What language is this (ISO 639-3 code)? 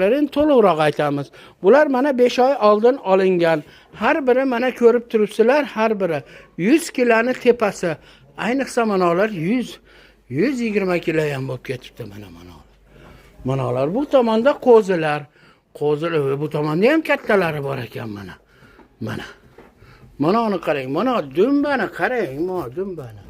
uzb